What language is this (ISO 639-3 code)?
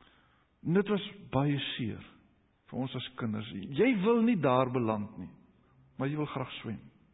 afr